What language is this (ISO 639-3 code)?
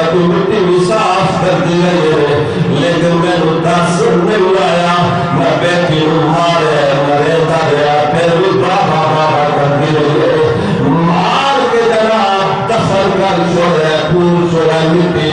skr